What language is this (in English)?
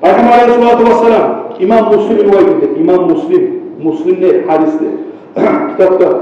Kumyk